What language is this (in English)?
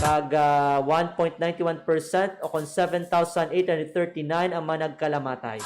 Hiligaynon